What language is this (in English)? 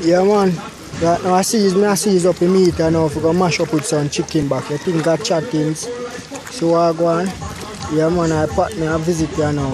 Jamaican Creole English